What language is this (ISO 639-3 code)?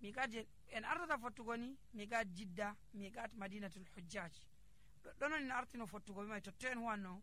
fuv